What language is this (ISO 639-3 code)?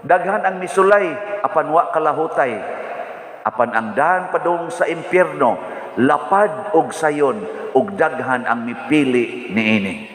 ceb